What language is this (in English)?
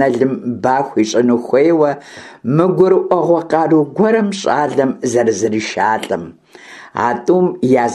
Kabardian